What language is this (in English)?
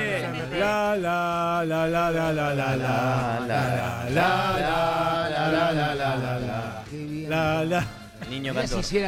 Spanish